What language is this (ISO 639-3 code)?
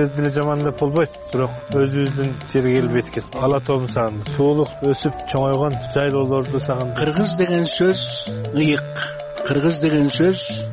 kir